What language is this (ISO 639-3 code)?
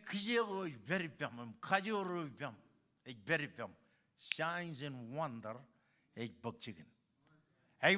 mah